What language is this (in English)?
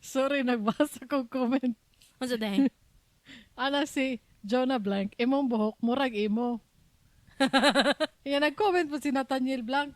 Cebuano